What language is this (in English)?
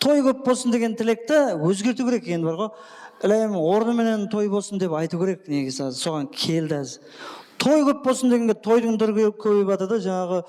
Kara-Kalpak